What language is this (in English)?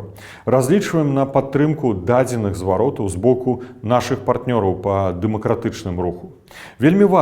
Belarusian